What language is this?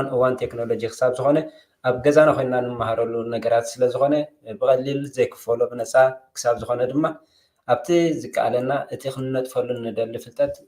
Tigrinya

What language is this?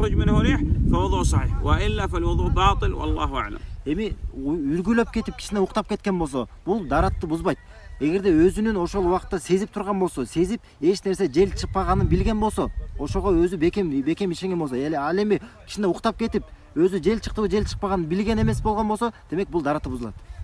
Kyrgyz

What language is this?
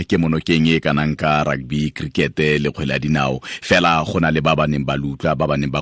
Tswana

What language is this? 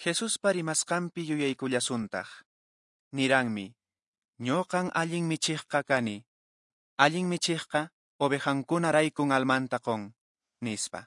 Quechua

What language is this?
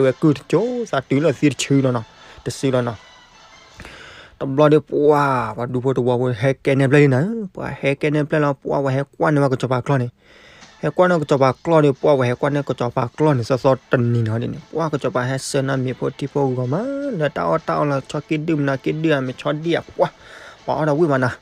S'gaw Karen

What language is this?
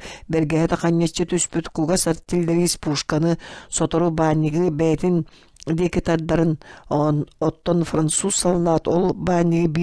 Yakut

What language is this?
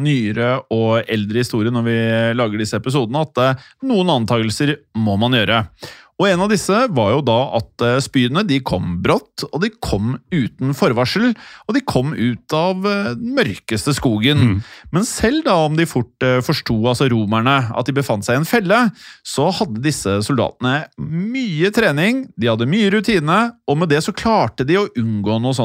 Norwegian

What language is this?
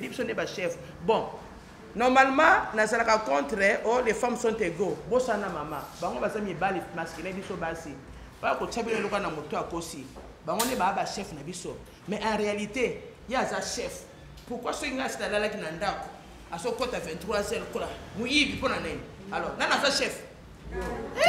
Lingala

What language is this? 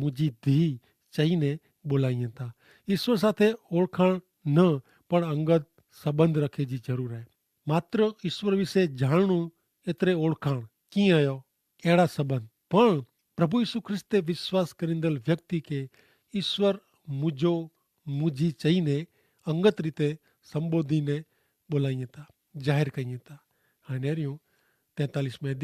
Kachhi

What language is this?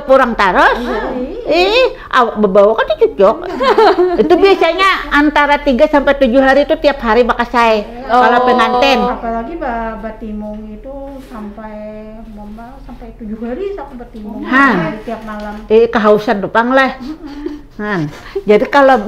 Banjar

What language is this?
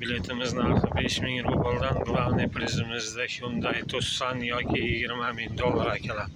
Uzbek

